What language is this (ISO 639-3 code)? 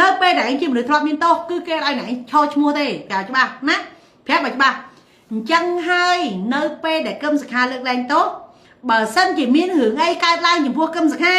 khm